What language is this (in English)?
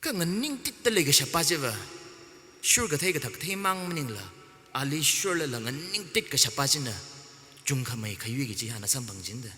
Tangkhul Naga (India)